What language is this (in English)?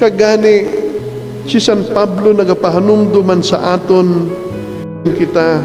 Hiligaynon